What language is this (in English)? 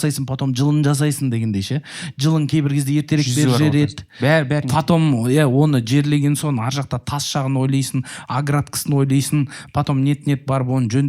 Kazakh